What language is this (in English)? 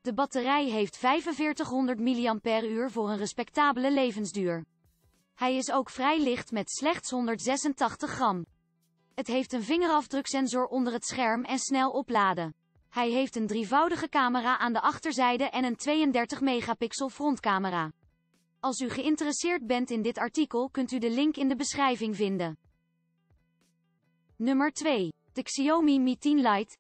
Dutch